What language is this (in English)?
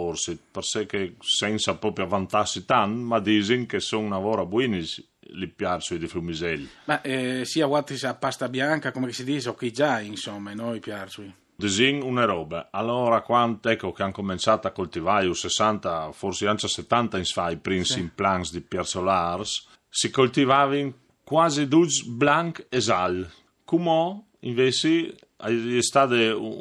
Friulian